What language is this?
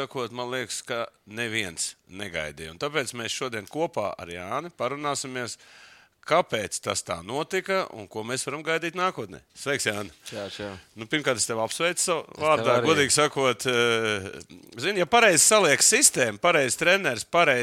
Latvian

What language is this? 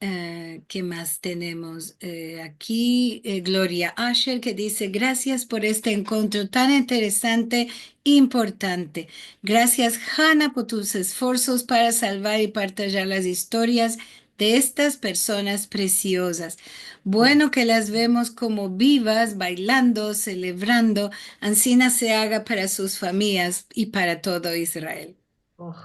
Ladino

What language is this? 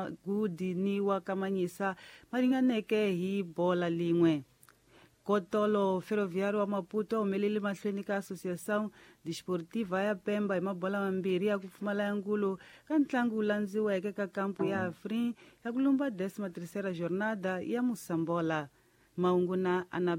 Tsonga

